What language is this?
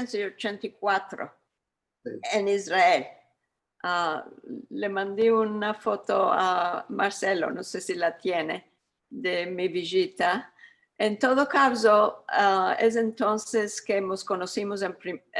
Ladino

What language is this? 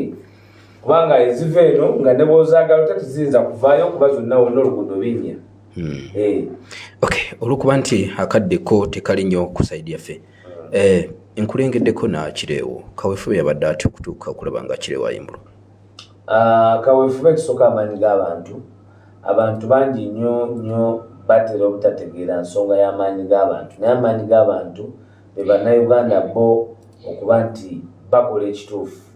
Ganda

